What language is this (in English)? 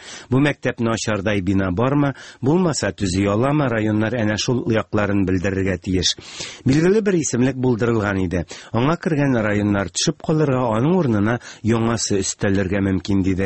Tatar